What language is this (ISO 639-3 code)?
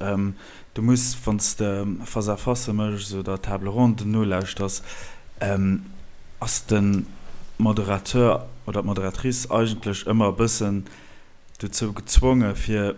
ltz